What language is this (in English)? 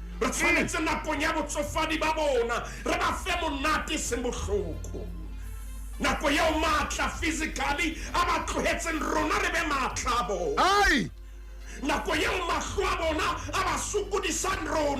Southern Sotho